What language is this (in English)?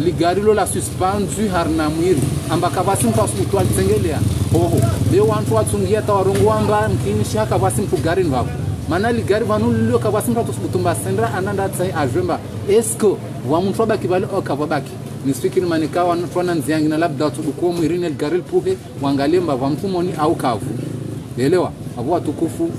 Ngazidja Comorian